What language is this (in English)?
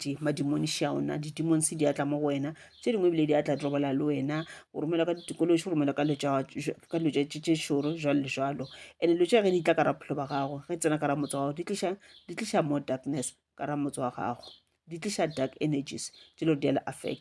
Northern Sotho